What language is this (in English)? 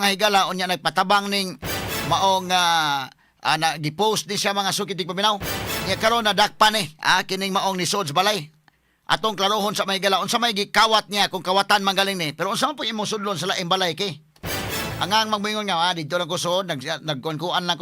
Cebuano